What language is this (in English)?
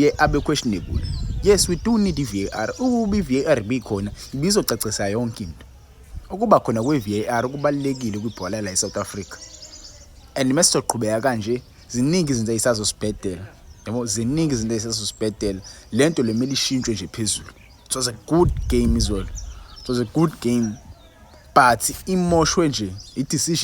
Zulu